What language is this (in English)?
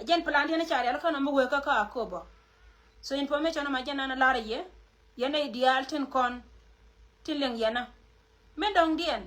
Nuer